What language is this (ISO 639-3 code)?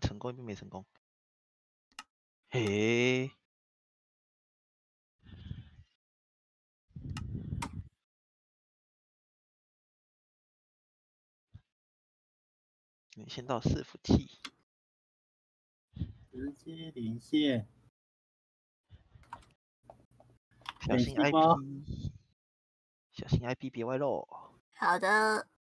zho